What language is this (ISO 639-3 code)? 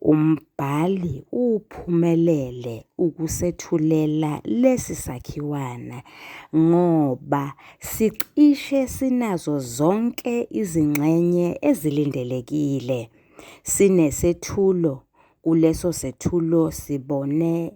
zul